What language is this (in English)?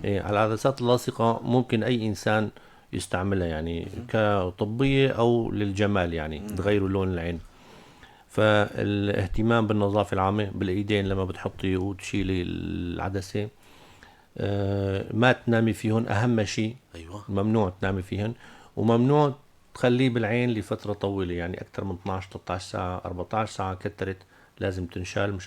North Levantine Arabic